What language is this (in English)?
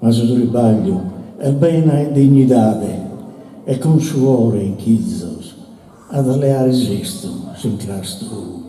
Sardinian